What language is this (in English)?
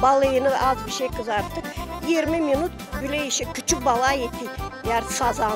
Gagauz